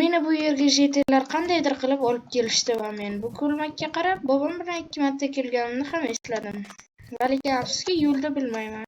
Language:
Uzbek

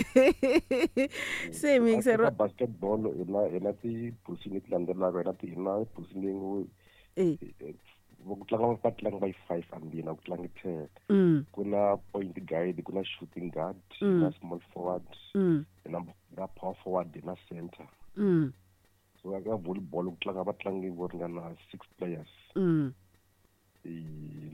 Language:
Tsonga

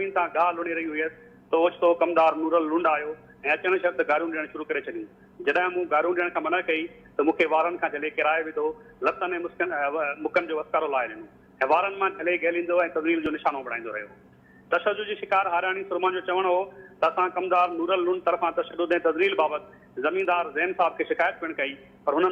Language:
Sindhi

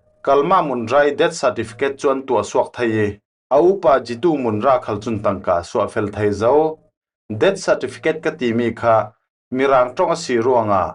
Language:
Falam Chin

